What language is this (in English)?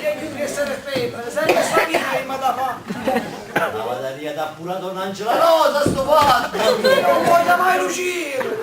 Neapolitan